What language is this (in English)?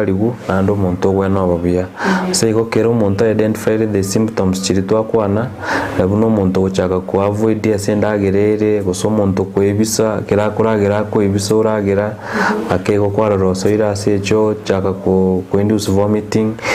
Gusii